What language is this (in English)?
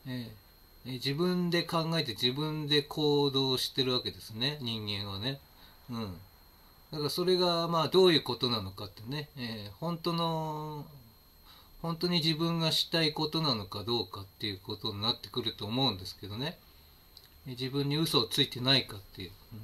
Japanese